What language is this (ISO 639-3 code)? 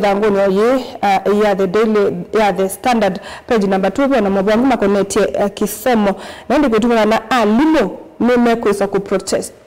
kam